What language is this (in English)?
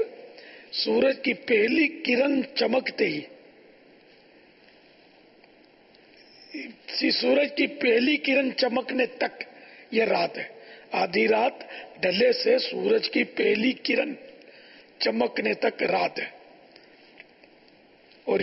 Urdu